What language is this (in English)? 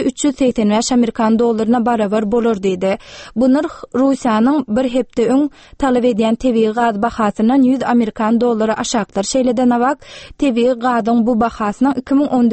Turkmen